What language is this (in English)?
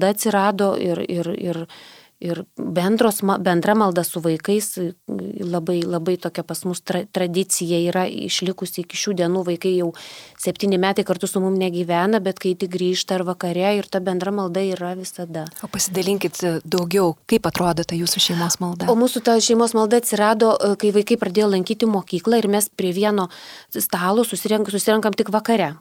Lithuanian